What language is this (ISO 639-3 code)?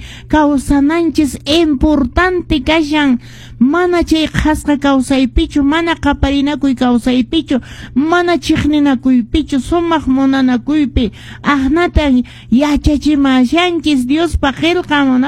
que